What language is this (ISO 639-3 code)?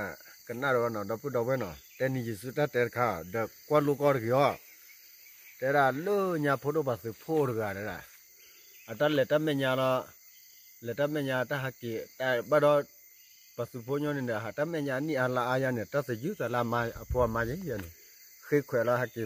ksw